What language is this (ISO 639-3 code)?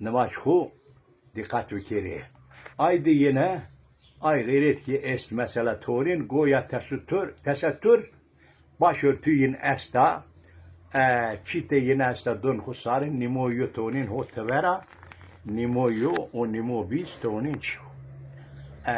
zza